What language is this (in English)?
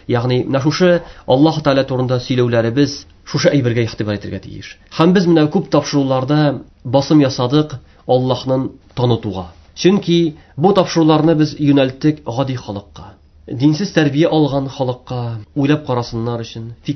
Tatar